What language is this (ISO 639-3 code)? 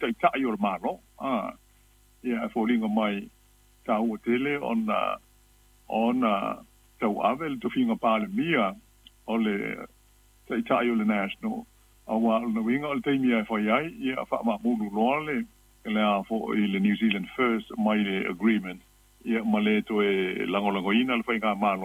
smo